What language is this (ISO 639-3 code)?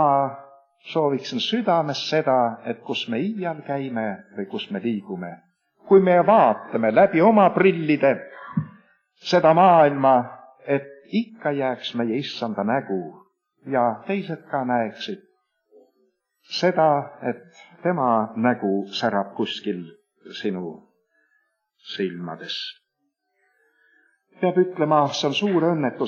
est